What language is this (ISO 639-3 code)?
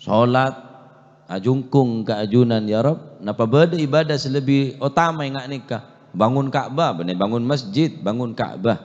mad